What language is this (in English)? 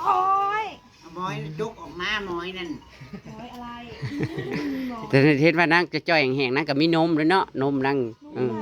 Northeastern Thai